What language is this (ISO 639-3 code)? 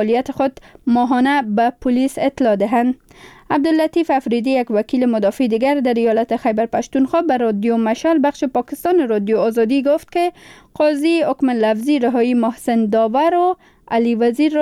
fas